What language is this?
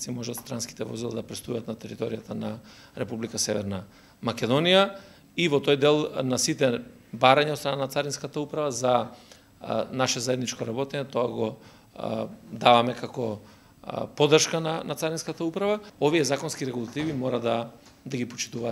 Macedonian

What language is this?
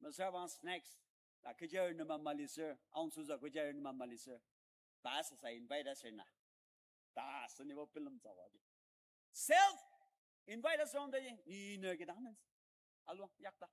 Ao Naga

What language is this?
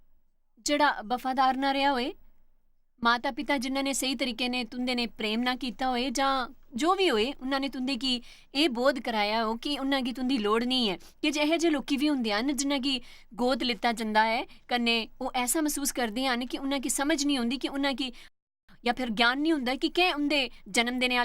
Dogri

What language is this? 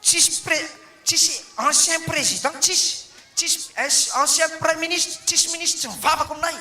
Malagasy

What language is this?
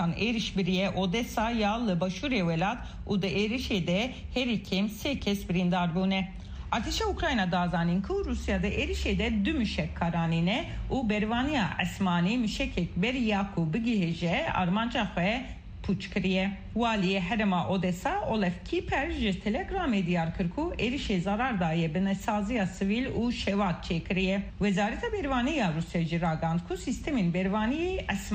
Kurdish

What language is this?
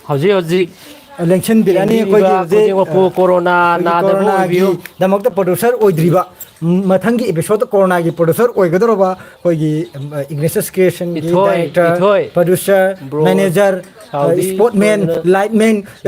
Manipuri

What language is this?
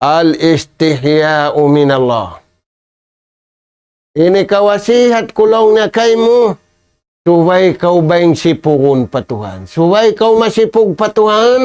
Tausug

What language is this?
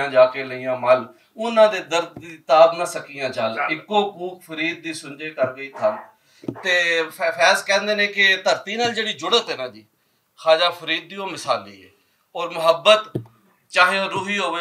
Western Panjabi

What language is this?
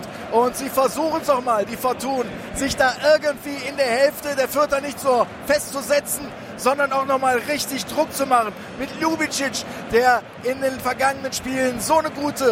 German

